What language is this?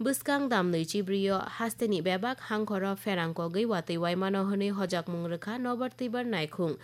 Kok Borok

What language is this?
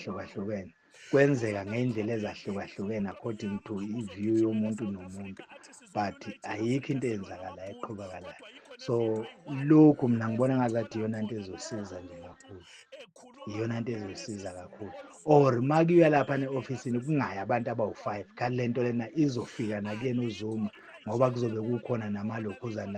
Zulu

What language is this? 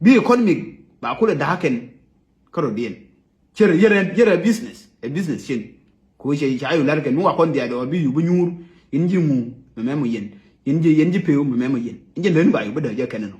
Nuer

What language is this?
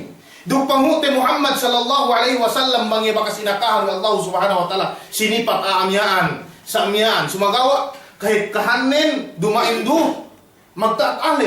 Yakan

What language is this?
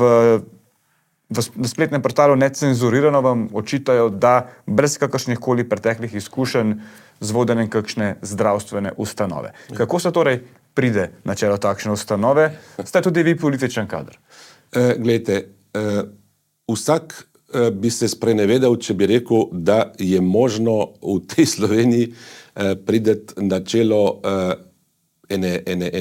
Slovenian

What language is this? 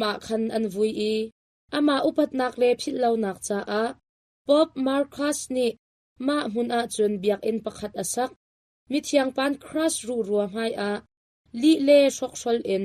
Hakha Chin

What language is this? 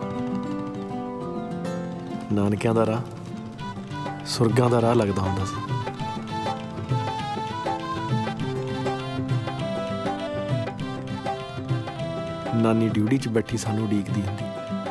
Punjabi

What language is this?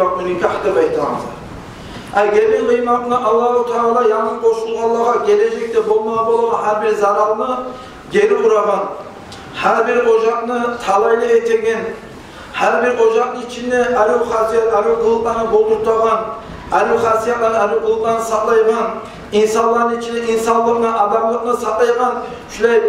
Kumyk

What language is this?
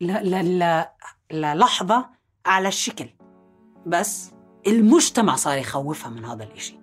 North Levantine Arabic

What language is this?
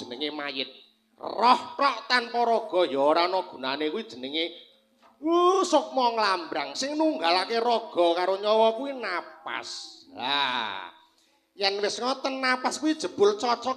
Javanese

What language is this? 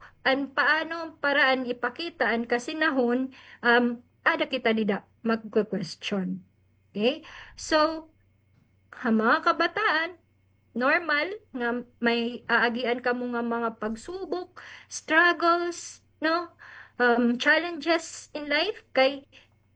Waray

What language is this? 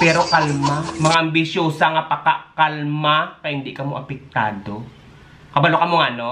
Hiligaynon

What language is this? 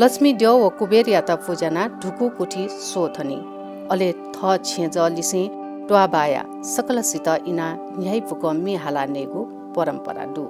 Newari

